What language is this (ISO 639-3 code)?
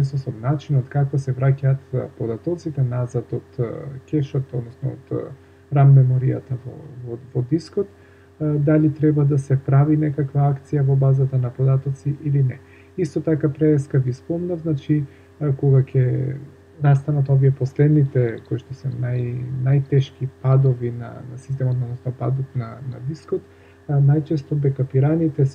mkd